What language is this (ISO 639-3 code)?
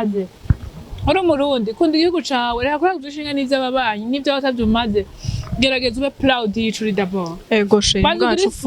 run